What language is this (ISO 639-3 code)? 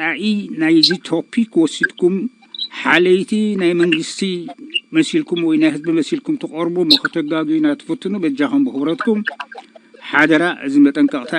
tir